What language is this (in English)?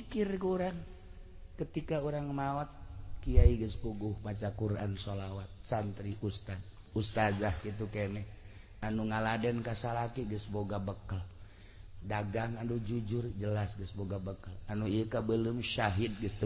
Sundanese